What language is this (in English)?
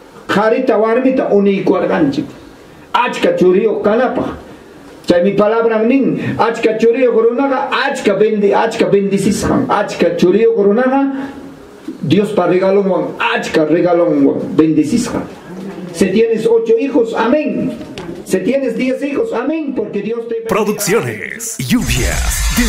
Ayacucho Quechua